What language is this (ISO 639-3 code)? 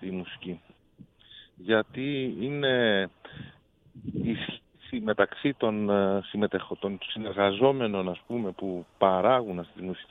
ell